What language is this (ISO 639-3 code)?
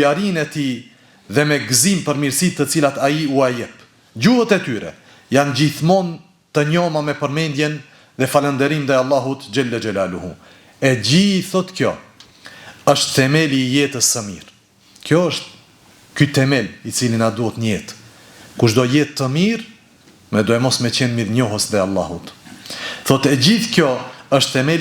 sqi